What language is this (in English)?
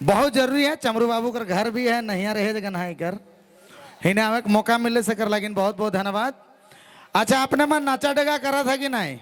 Sadri